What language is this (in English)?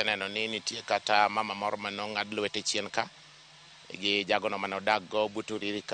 Luo (Kenya and Tanzania)